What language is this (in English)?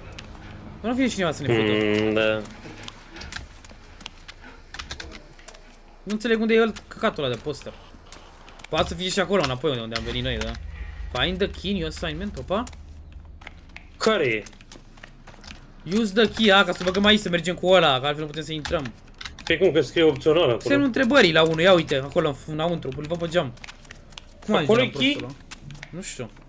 Romanian